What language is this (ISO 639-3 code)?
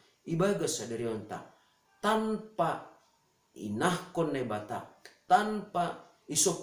bts